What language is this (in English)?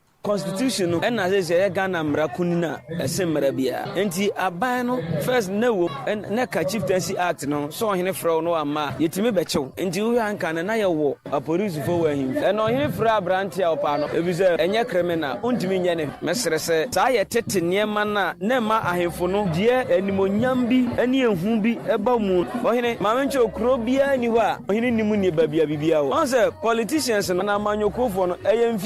Akan